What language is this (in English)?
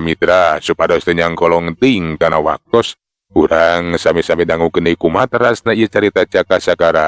Sundanese